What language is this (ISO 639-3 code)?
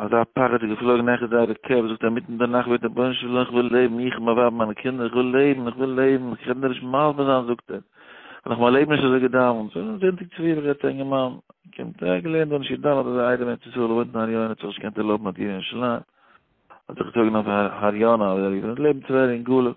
yid